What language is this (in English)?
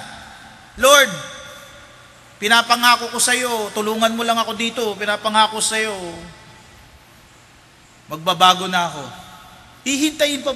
Filipino